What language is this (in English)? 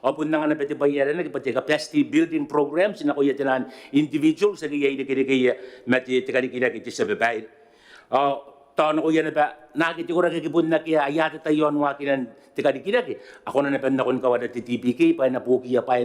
Gilbertese